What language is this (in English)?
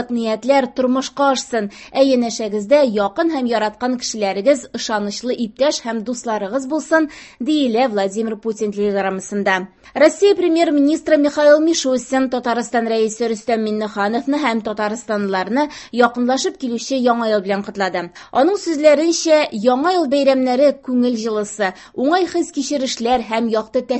Tatar